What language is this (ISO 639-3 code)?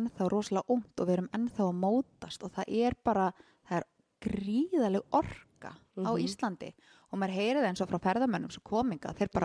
isl